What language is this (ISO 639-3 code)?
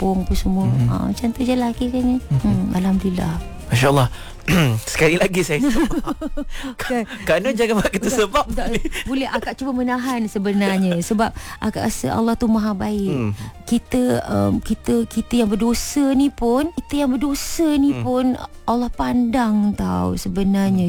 msa